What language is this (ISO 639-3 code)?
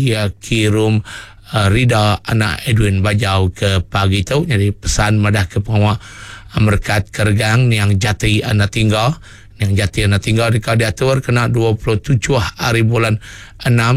iba